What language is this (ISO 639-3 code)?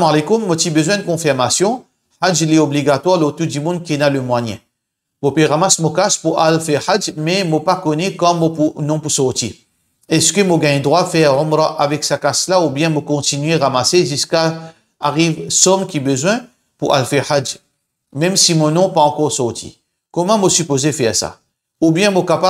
mfe